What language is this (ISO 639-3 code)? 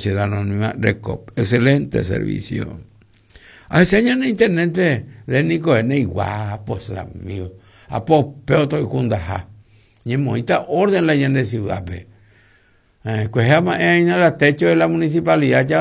grn